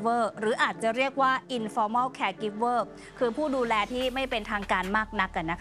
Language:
Thai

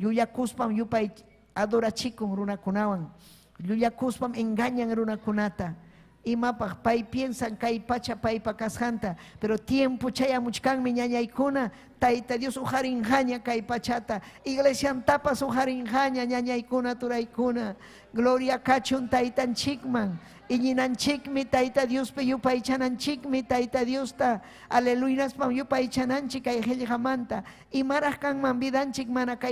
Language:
Ayacucho Quechua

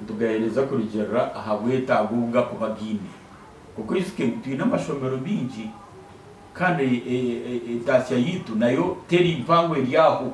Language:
Nyankole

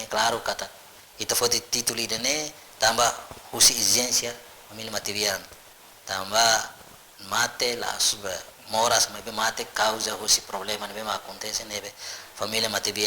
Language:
Tetum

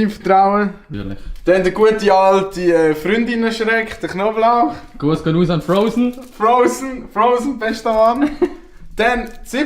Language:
Swiss German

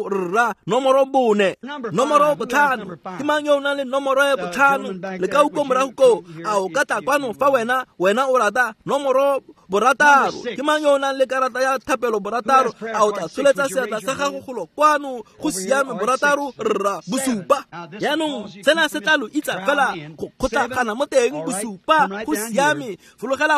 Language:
Tswana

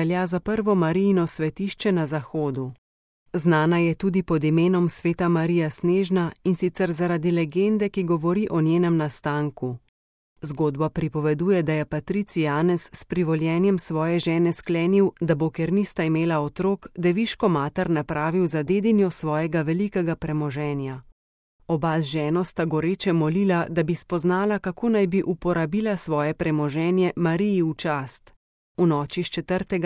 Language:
Slovenian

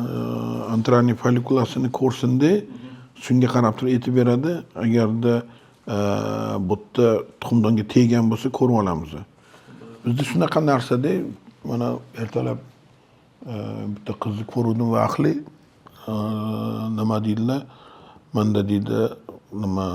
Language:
Uzbek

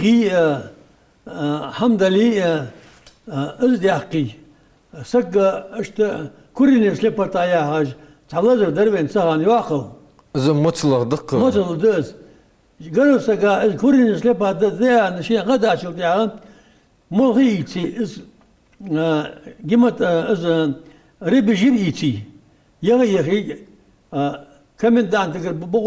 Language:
Ingush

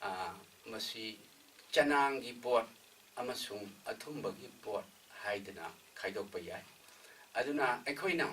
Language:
Manipuri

